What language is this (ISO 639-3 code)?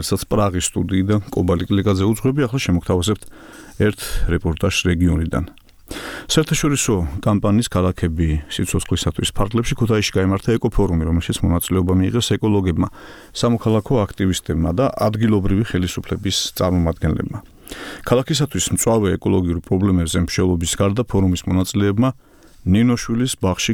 kat